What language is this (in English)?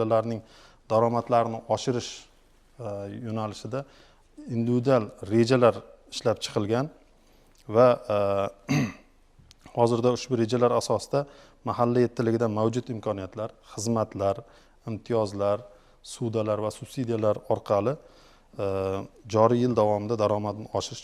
Uzbek